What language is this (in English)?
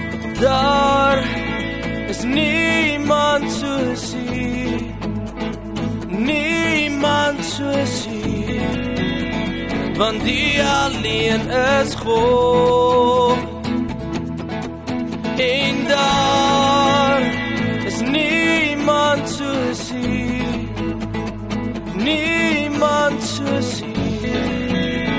Afrikaans